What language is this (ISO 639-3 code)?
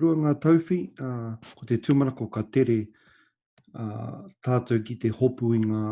mri